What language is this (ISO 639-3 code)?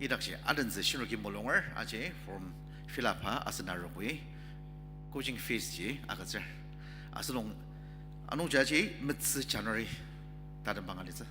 njo